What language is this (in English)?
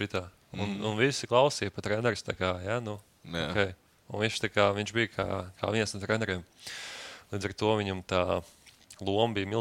Latvian